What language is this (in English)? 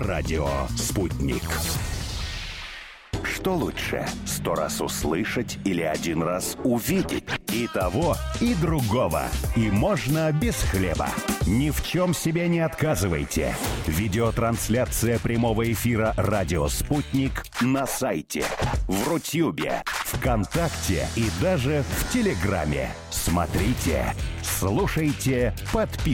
Russian